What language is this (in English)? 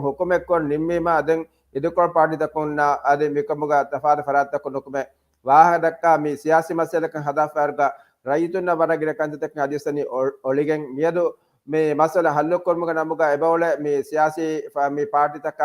Divehi